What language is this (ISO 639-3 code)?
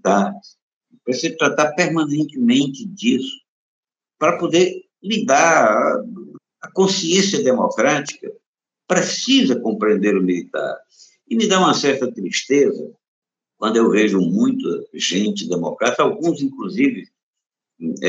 por